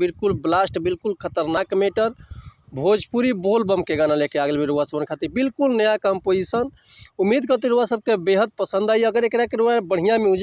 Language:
Bhojpuri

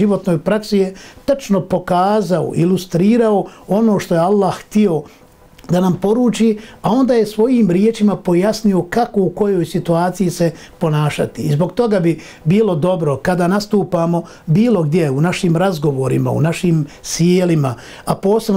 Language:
Bosnian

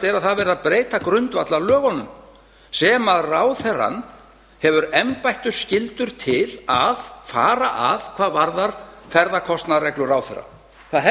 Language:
Icelandic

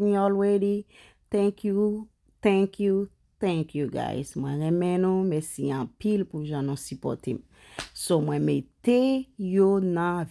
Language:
Haitian Creole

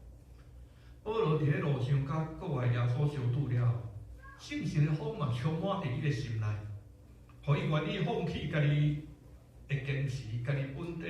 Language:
Min Nan Chinese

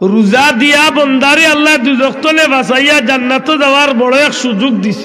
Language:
Sylheti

